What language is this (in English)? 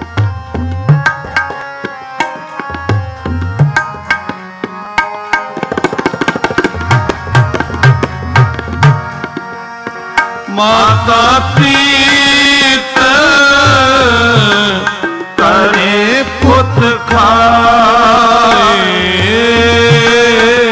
Punjabi